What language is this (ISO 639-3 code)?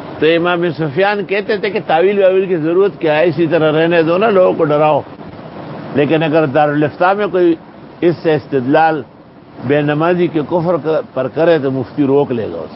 urd